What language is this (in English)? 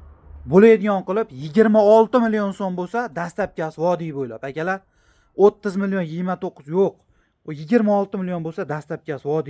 Uzbek